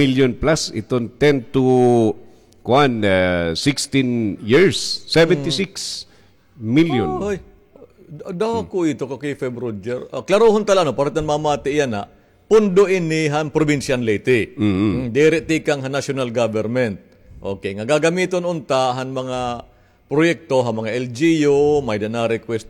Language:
Waray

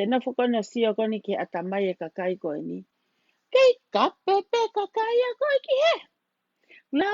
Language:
Tongan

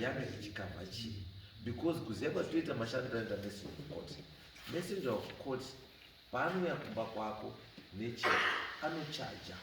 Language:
Shona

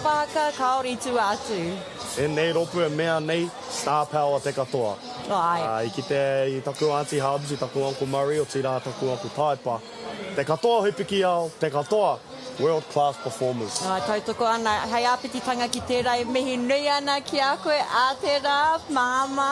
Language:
Māori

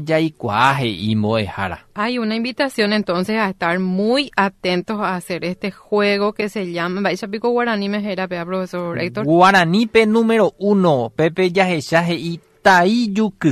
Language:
Guarani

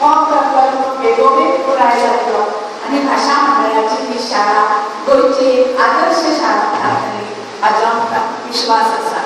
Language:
Konkani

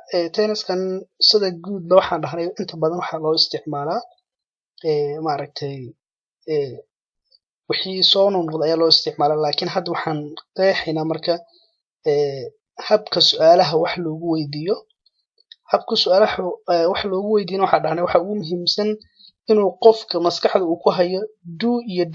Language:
Somali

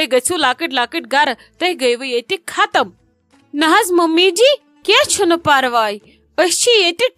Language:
Kashmiri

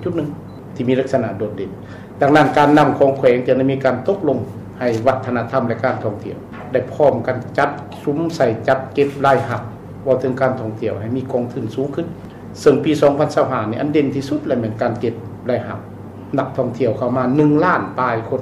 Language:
Lao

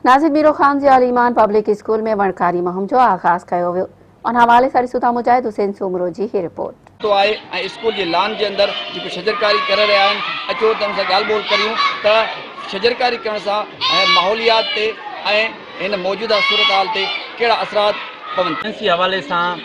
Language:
Sindhi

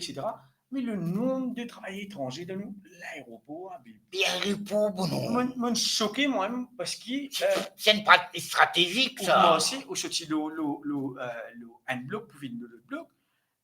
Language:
Morisyen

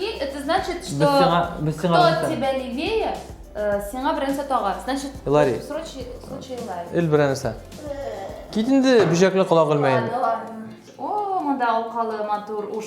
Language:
Tatar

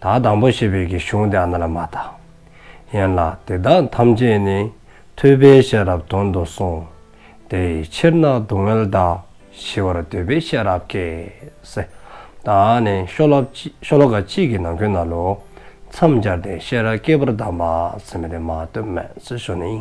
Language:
Dzongkha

